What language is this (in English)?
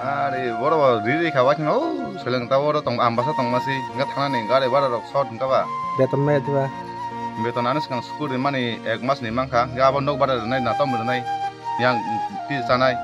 Kok Borok